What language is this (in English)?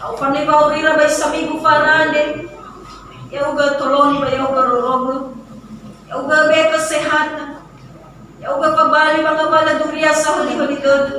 Nias